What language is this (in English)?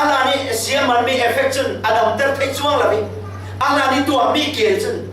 Falam Chin